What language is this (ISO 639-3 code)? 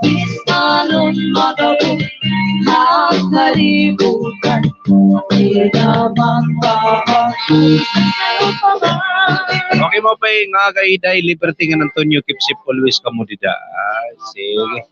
war